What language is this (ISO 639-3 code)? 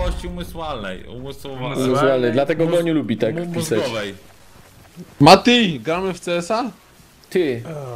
pol